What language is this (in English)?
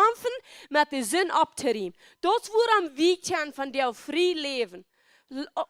Plautdietsch